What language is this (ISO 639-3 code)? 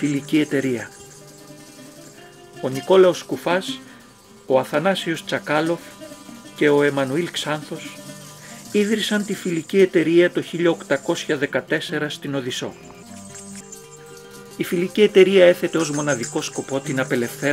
ell